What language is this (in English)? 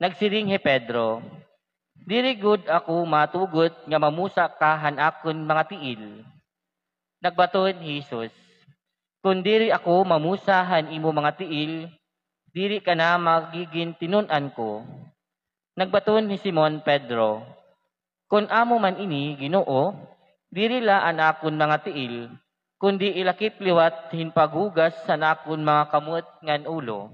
Waray